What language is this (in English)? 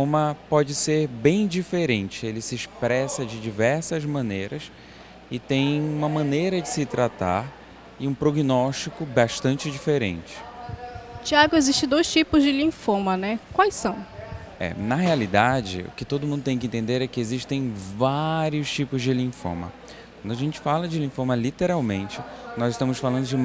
Portuguese